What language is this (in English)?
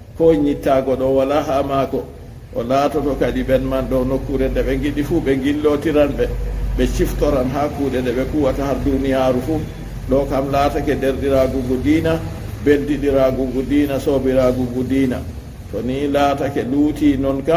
Fula